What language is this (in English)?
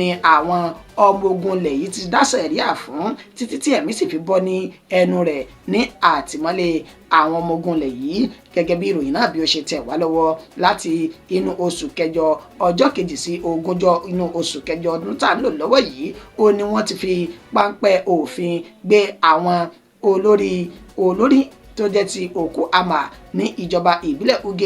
Yoruba